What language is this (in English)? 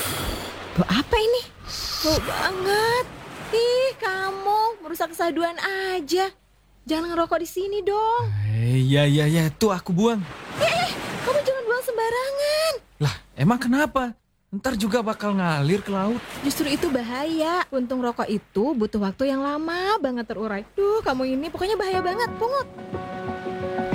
Indonesian